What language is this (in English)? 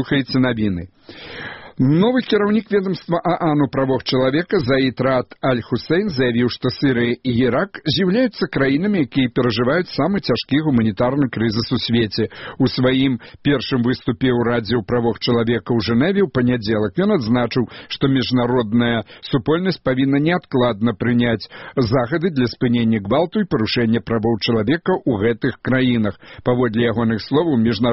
Belarusian